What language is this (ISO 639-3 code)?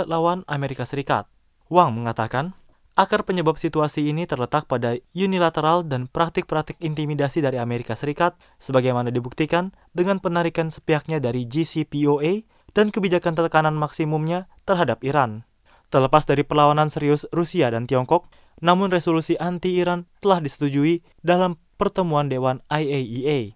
ind